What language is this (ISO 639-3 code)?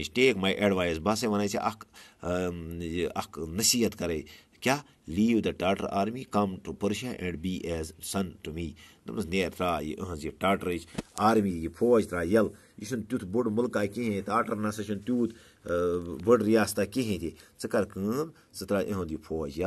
kas